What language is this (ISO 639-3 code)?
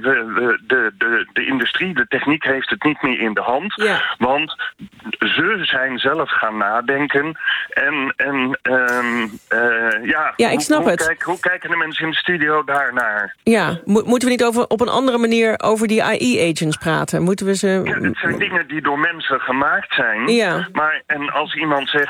nld